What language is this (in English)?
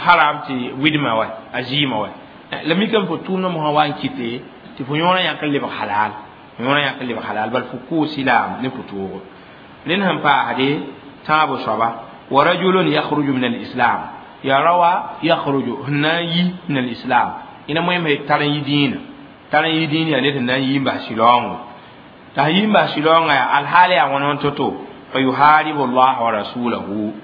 Mossi